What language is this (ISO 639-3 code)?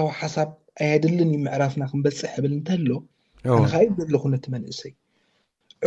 tir